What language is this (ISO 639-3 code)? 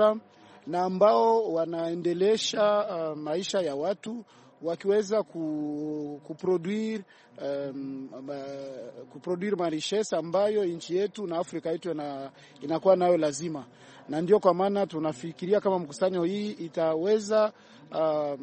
swa